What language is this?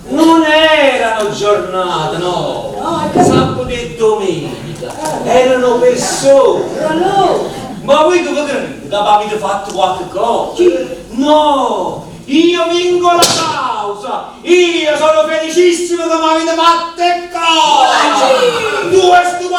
Neapolitan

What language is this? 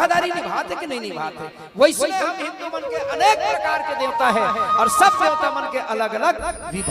Chhattisgarhi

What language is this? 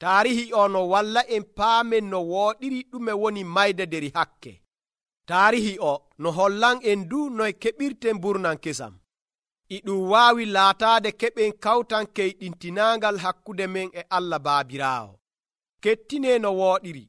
Nigerian Fulfulde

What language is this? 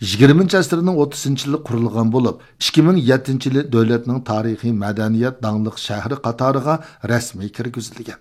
Uyghur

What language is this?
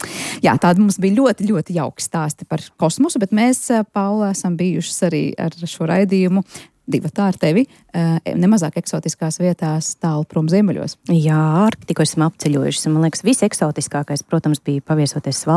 Latvian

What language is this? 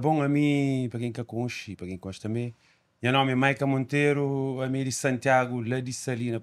Kabuverdianu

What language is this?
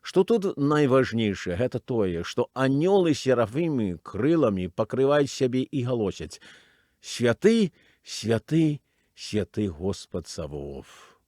Belarusian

